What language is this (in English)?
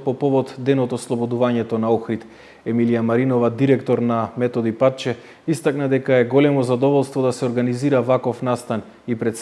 Macedonian